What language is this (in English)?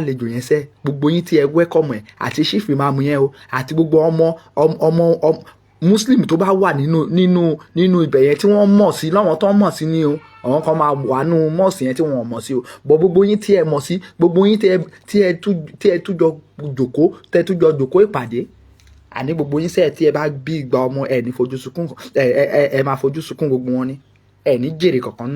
Yoruba